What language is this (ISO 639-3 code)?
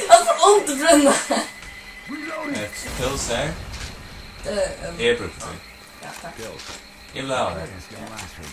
fao